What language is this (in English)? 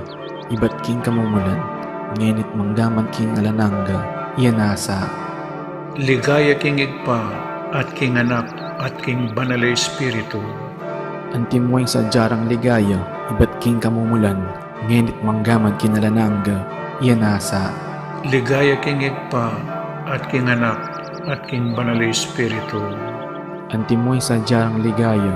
Pampanga